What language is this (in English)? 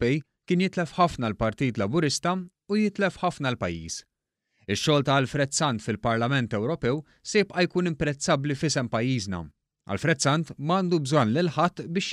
Maltese